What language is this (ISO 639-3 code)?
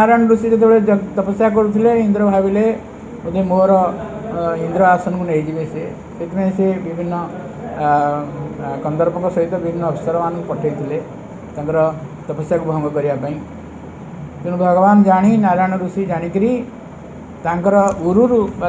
ori